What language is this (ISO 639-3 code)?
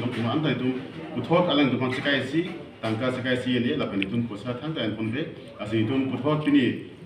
mjw